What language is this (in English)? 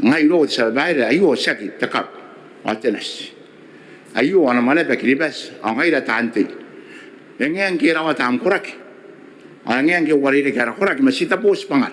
Gilbertese